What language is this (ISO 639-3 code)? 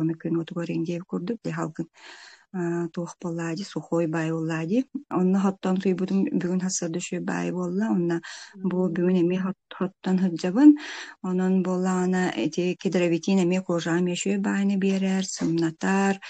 sah